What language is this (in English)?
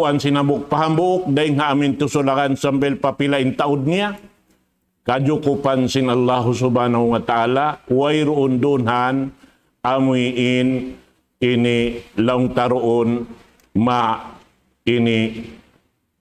Tausug